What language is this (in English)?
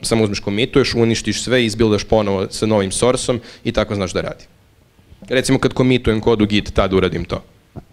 Serbian